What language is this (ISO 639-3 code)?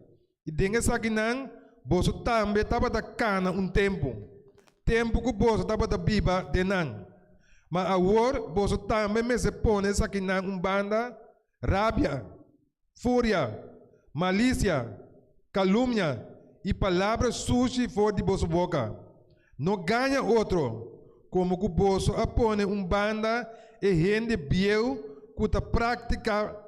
pap